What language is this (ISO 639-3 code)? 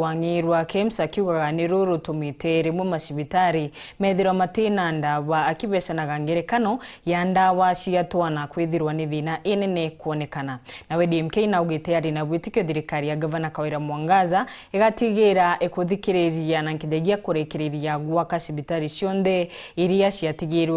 mer